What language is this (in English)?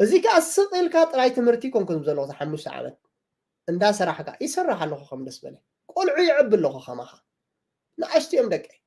Tigrinya